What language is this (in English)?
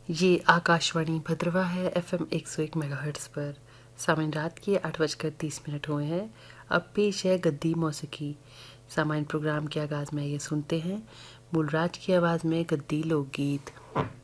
Urdu